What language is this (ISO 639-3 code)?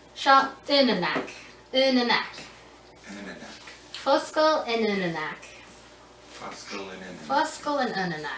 gla